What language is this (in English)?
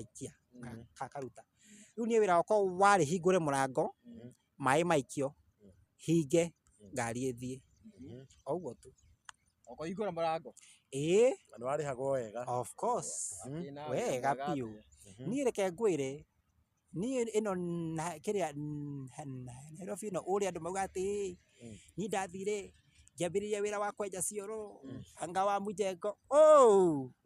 Kikuyu